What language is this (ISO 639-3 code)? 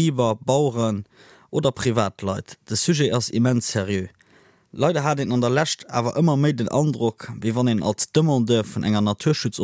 ltz